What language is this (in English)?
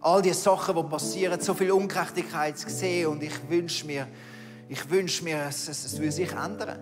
Swiss German